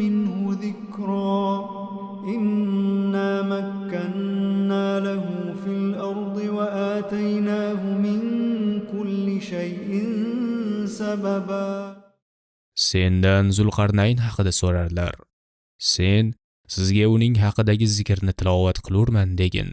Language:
Uzbek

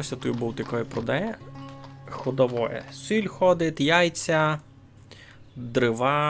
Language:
Rusyn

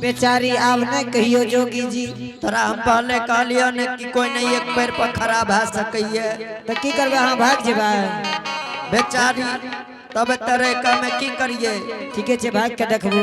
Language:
Angika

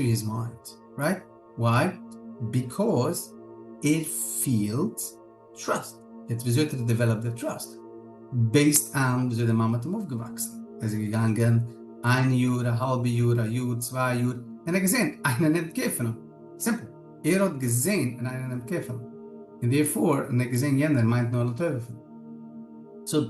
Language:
Yiddish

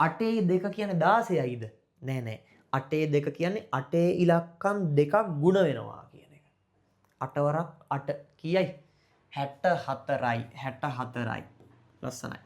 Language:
Sinhala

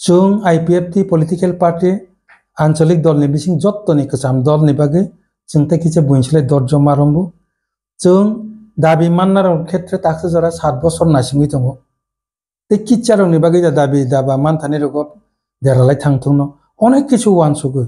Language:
Kok Borok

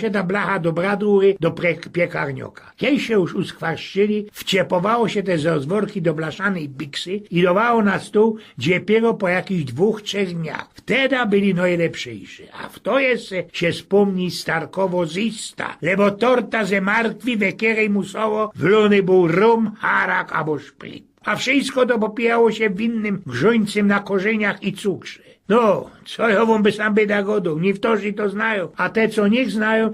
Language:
Silesian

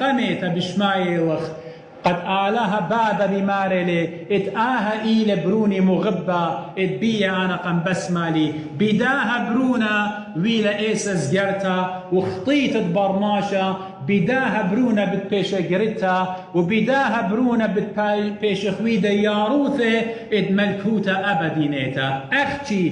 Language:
Assyrian Neo-Aramaic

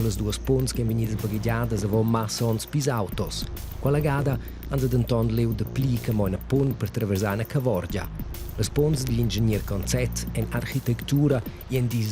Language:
Romansh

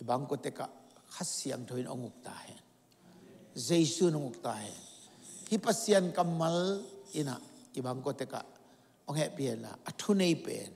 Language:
Tedim Chin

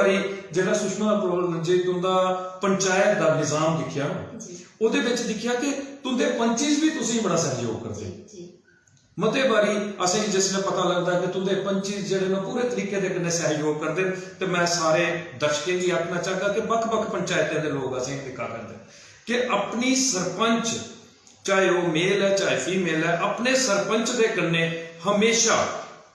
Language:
Dogri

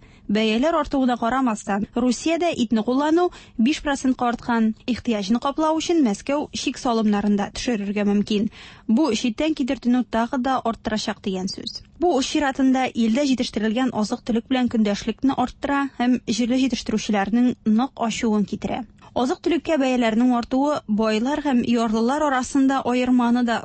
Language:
Tatar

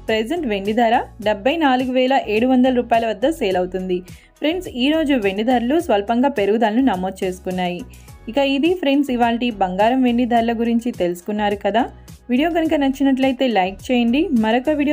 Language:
Telugu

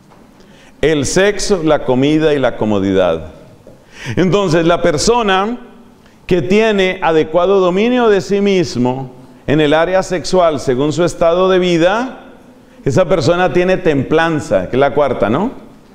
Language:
Spanish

